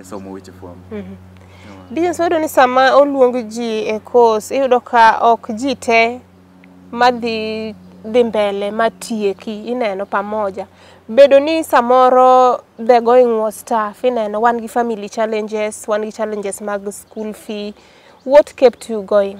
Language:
Luo (Kenya and Tanzania)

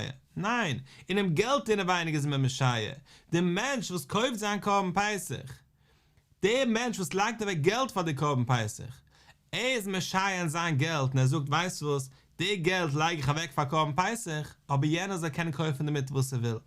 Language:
Yiddish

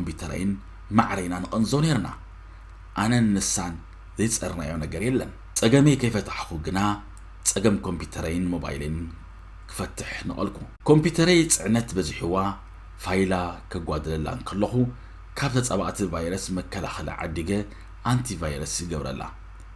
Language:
Tigrinya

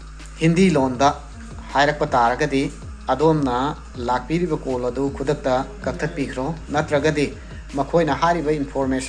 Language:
Manipuri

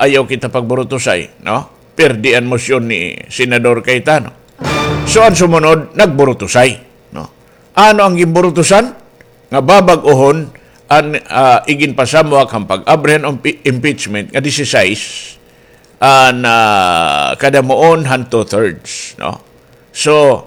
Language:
Waray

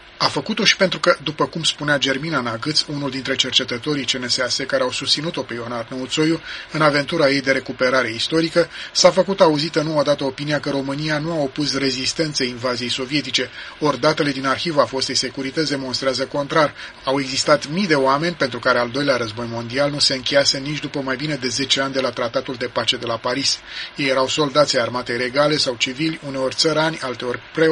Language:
Romanian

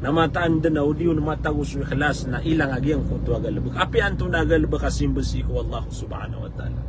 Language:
Maranao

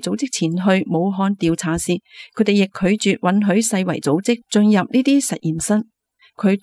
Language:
Cantonese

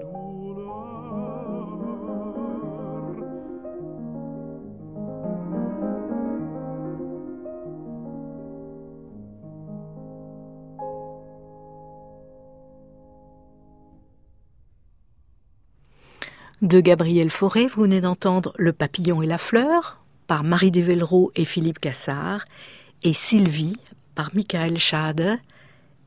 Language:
French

